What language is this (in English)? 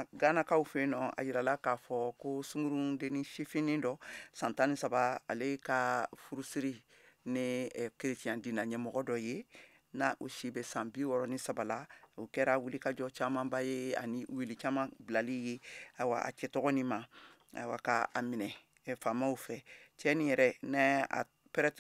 Bambara